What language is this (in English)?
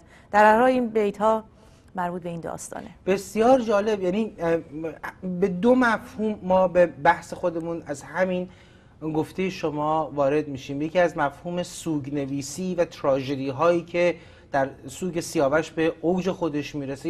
Persian